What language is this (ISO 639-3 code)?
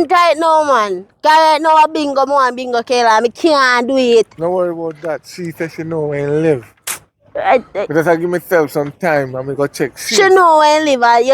jam